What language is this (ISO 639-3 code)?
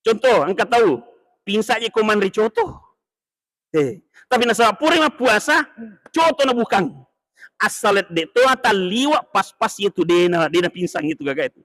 bug